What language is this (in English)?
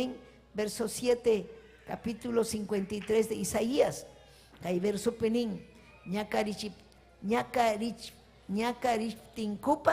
Ayacucho Quechua